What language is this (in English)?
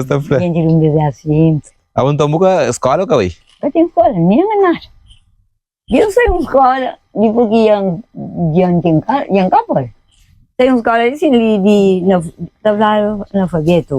Kabuverdianu